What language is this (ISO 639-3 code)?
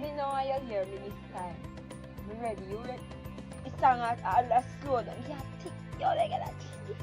jam